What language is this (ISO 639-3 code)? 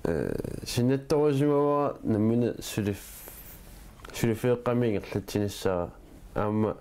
kal